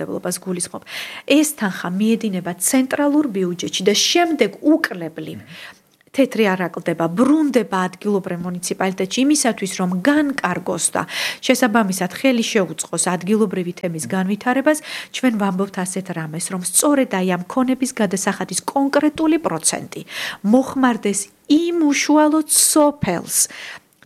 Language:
Georgian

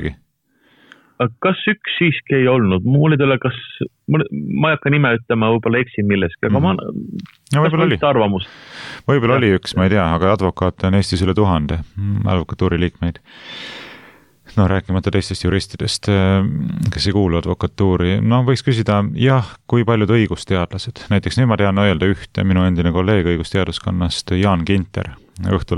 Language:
Estonian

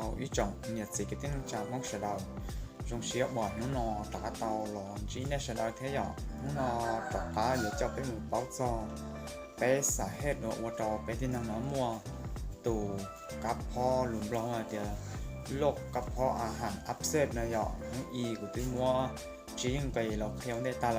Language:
Hmong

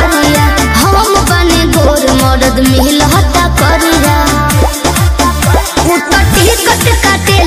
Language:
Bhojpuri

